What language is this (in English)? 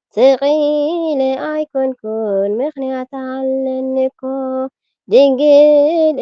Tigrinya